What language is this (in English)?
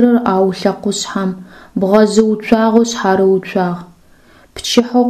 Adyghe